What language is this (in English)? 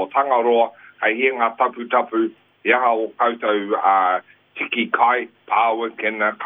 Māori